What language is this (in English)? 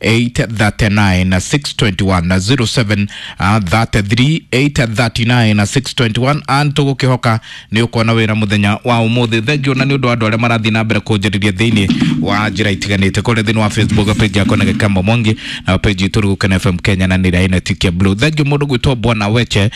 Kikuyu